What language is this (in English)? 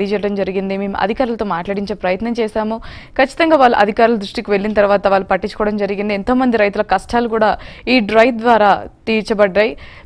Telugu